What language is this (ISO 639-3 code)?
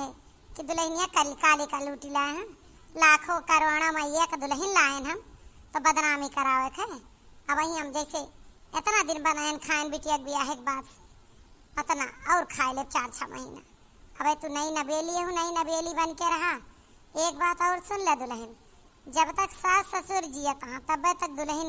awa